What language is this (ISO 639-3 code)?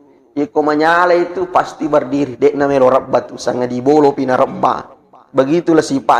bug